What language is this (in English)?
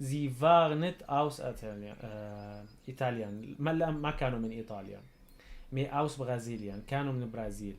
North Levantine Arabic